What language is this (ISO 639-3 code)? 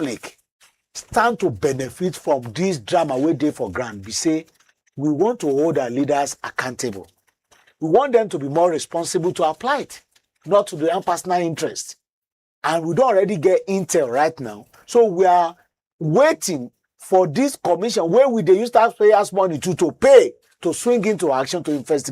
pcm